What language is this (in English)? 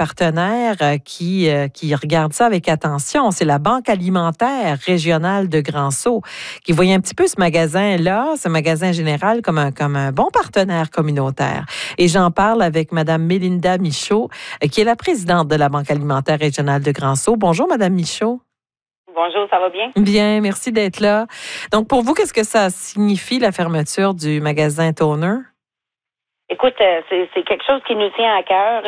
French